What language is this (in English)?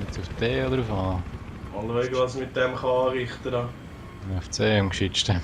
Swiss German